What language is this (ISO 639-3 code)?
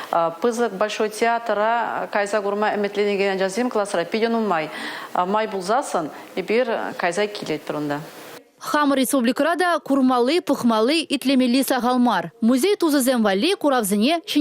chv